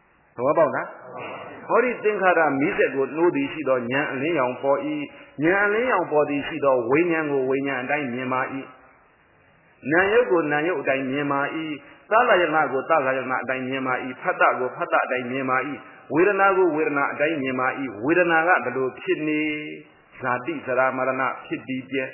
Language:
Burmese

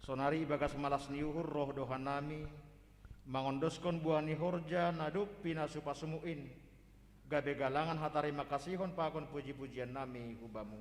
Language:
Batak Simalungun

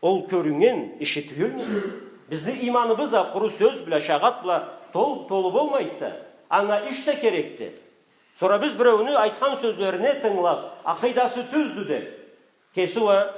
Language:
Karachay-Balkar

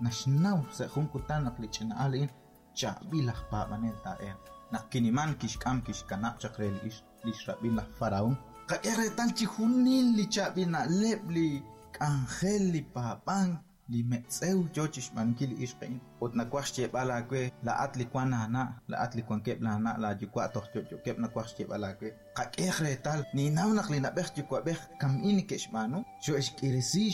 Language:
Kekchí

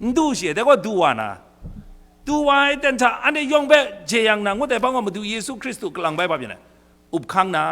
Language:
Kachin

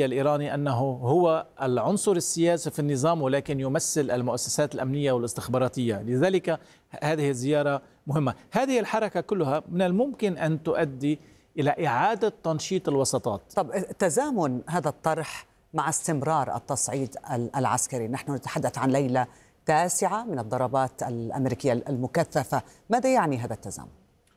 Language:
Arabic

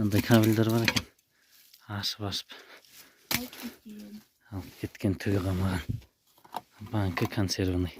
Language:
Kazakh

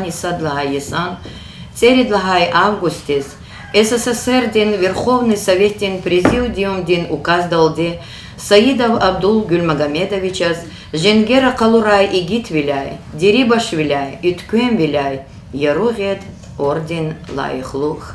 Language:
Lezghian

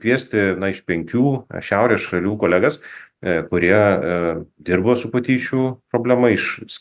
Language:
Lithuanian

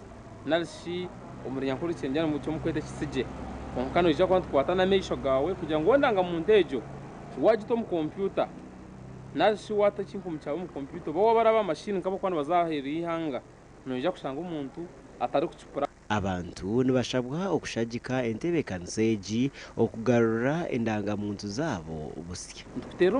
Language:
Nyankole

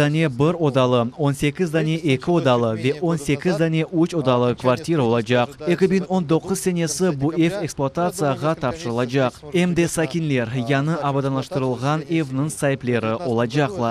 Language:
Crimean Tatar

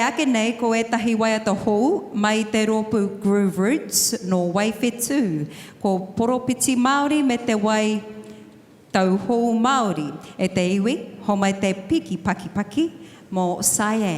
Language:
Māori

